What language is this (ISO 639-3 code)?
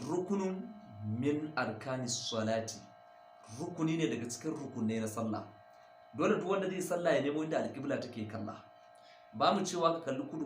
hau